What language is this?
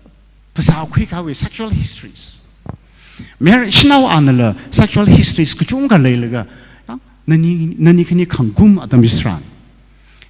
Tangkhul Naga (India)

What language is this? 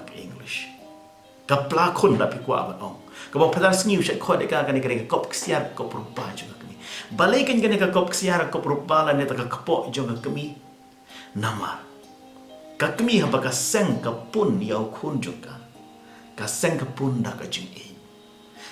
Khasi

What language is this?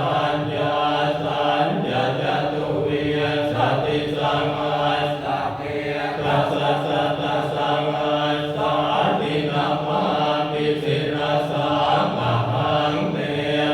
Pali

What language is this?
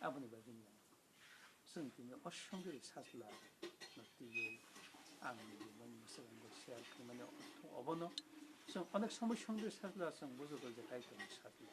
Kok Borok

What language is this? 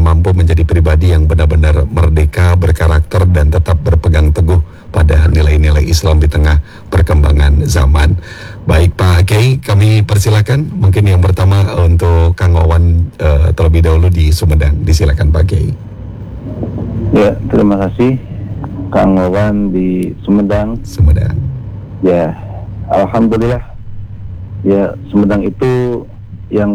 Indonesian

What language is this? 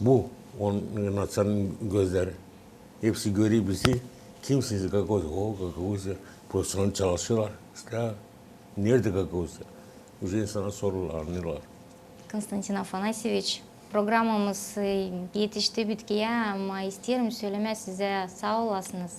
Gagauz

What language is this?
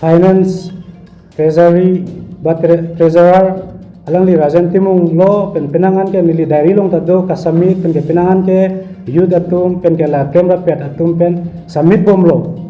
Karbi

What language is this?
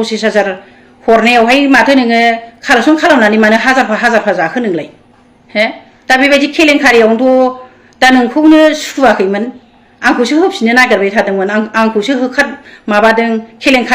Bodo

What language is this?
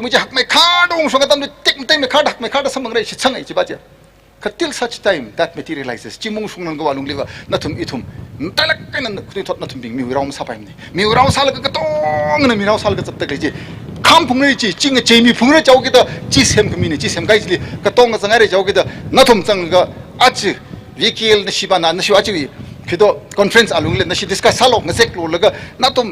Tangkhul Naga (India)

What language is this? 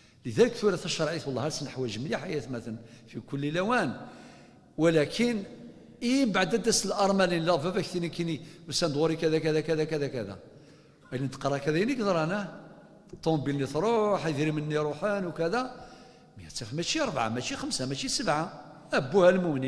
Kabyle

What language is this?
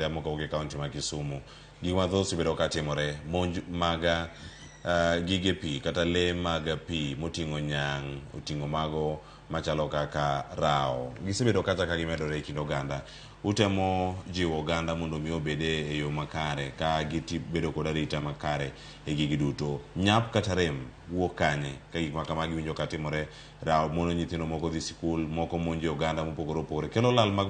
Luo (Kenya and Tanzania)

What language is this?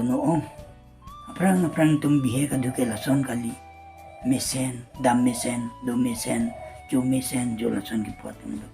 Karbi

